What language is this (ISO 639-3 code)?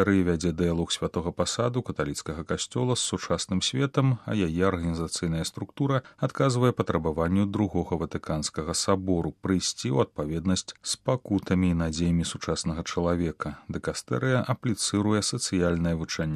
bel